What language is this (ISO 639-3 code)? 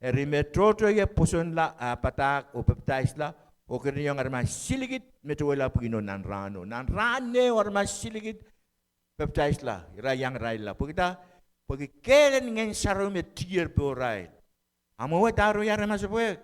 pon